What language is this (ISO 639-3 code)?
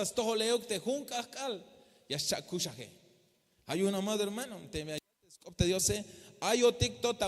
tzh